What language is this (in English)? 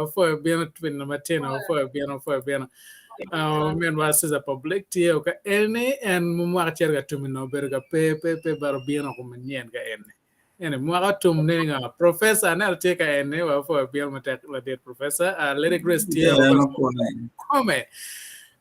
Acoli